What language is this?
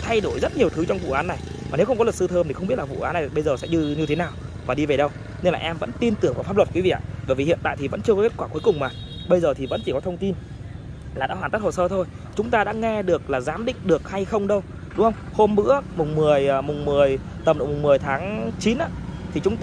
Vietnamese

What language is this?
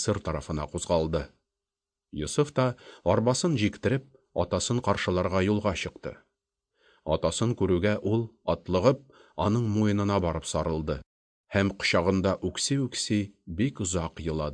Tatar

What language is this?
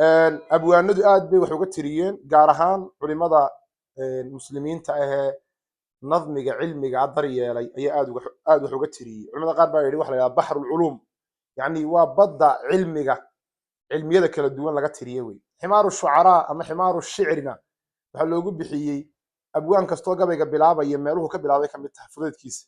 Somali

